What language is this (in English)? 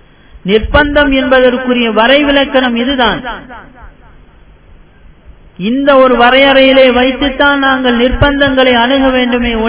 Tamil